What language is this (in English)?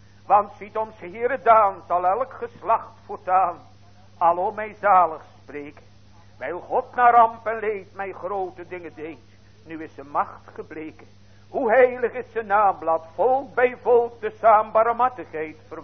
Dutch